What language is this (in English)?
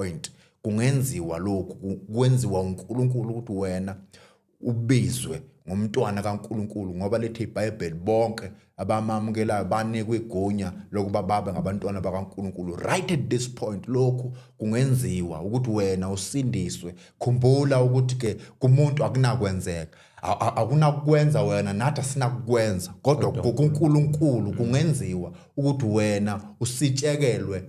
Zulu